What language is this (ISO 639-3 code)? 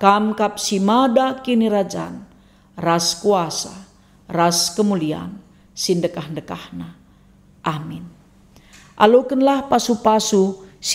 btx